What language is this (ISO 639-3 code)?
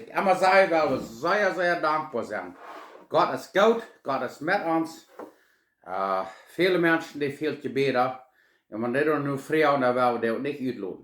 pdt